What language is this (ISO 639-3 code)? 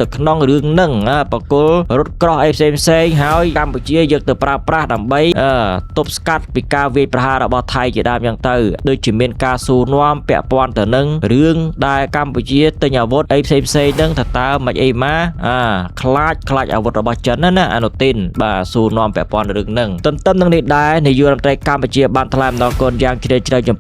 khm